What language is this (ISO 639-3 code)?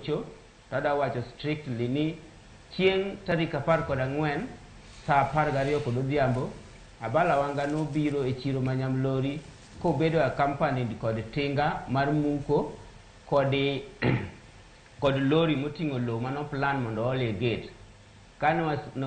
luo